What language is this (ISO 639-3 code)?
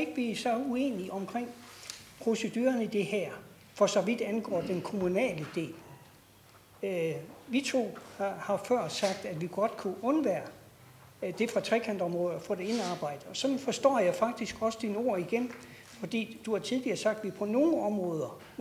dan